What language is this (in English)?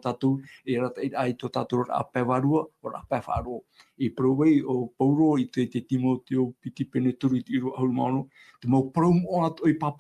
Tahitian